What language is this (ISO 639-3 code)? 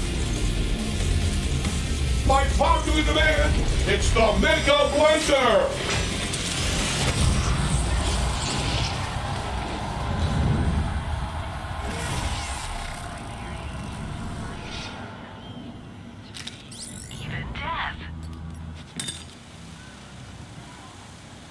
eng